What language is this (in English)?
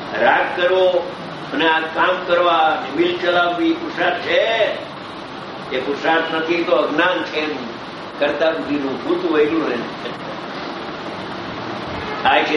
Gujarati